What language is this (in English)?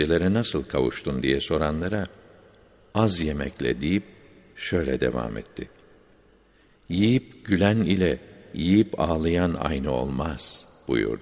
Turkish